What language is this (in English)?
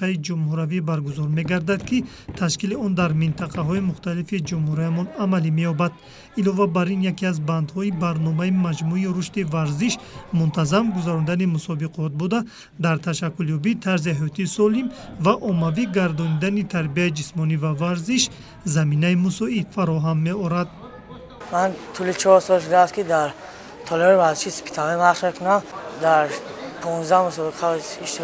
Tajik